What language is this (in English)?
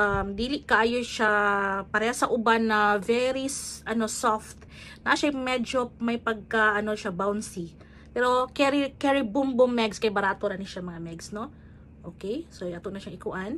Cebuano